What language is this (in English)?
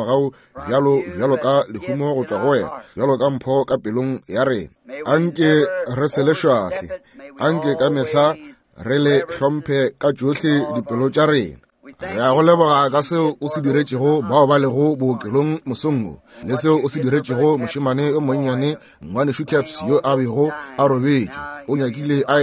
Northern Sotho